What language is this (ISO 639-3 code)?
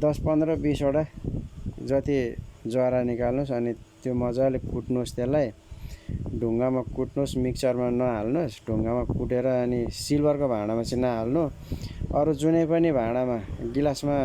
nep